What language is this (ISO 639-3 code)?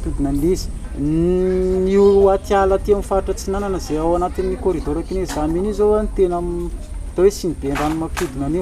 mlg